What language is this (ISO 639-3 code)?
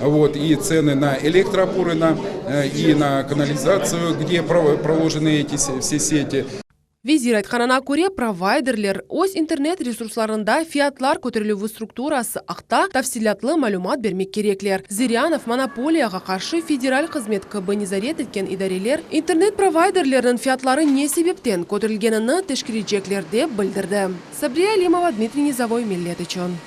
crh